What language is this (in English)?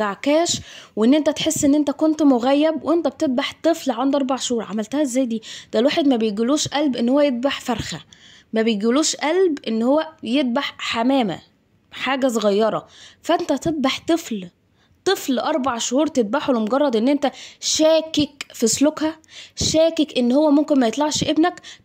Egyptian Arabic